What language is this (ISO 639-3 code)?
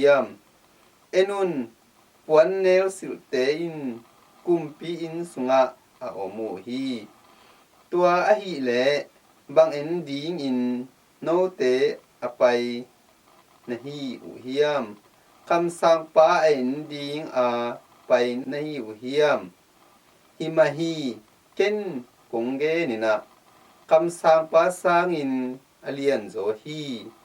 ctd